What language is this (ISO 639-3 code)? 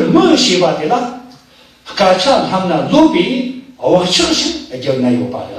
bod